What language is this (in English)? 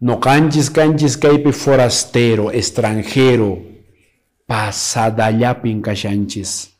Quechua